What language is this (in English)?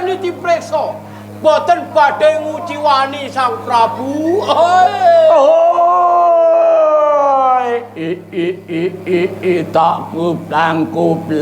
Javanese